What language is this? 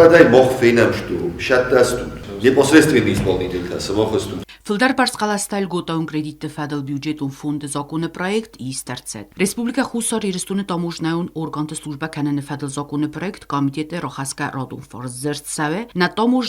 Ossetic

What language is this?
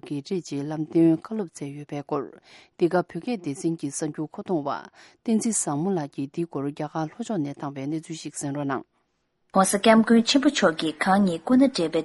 Tibetan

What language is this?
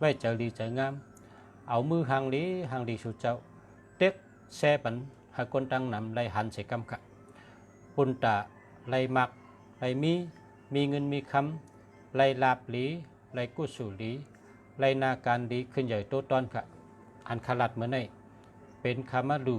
Shan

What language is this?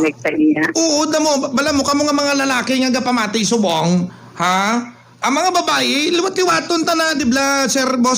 Hiligaynon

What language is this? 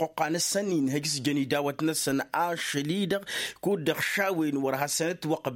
Tamasheq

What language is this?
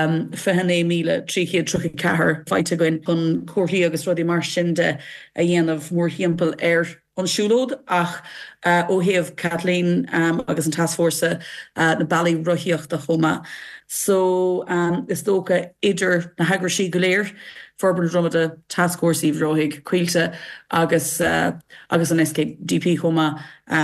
Irish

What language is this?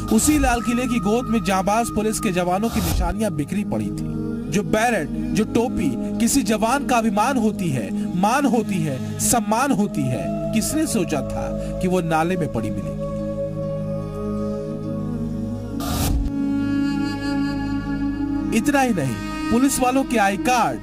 Hindi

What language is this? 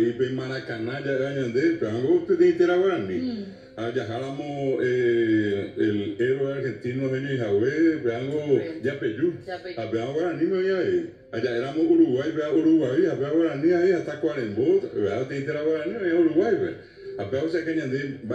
Guarani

